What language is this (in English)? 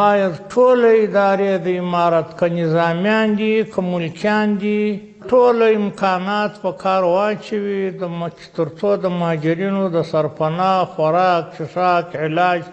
Pashto